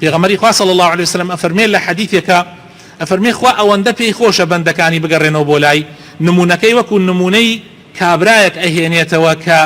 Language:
Central Kurdish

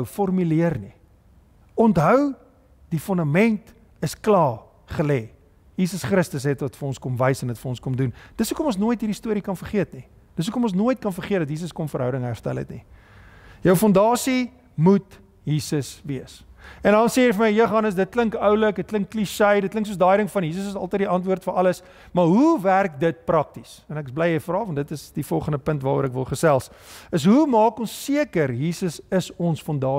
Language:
Afrikaans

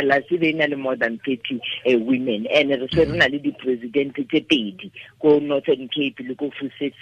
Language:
Tswana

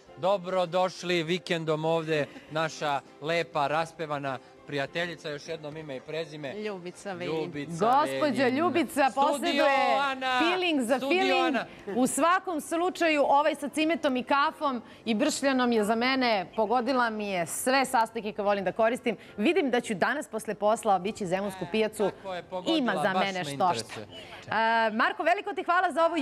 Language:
Serbian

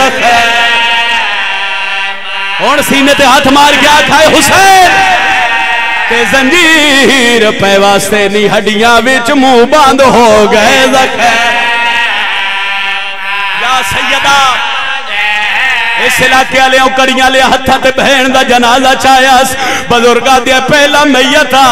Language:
Saraiki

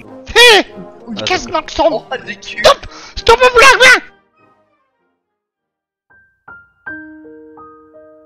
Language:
Norwegian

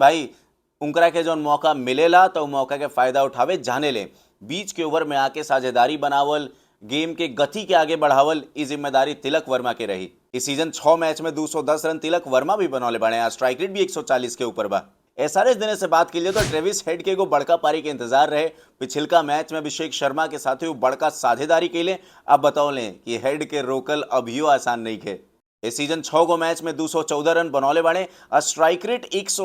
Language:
Bhojpuri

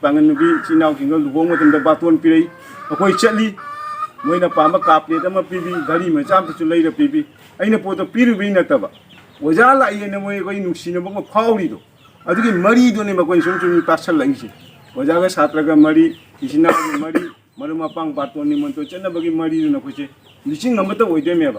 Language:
Manipuri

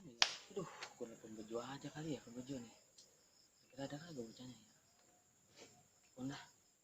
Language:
Betawi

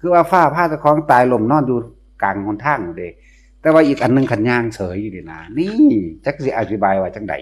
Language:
Northeastern Thai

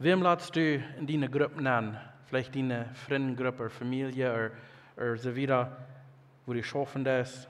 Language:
Plautdietsch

